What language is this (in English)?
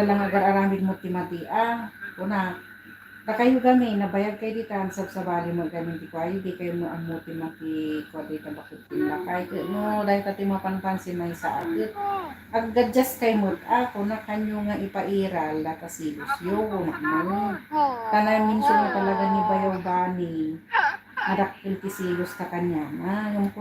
Iloko